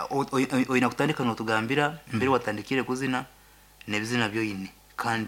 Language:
Nyankole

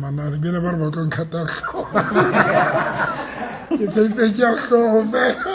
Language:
Tswana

